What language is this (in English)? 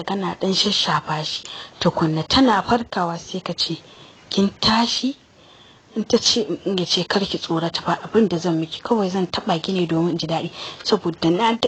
Hausa